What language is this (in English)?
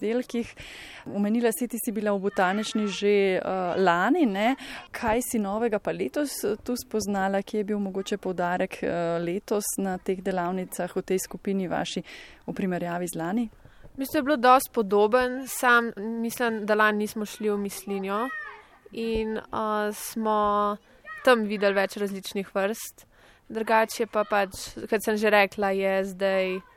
Slovenian